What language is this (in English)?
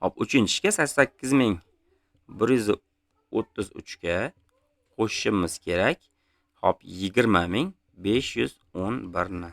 Uzbek